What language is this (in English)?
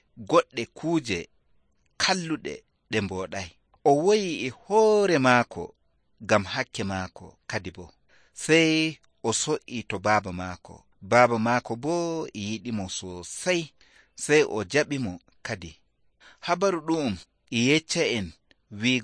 Nigerian Fulfulde